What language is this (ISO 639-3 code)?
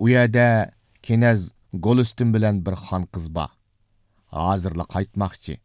uig